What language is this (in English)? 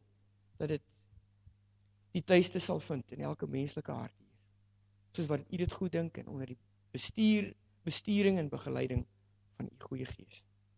Afrikaans